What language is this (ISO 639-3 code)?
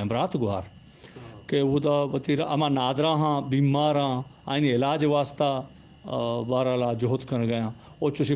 bgp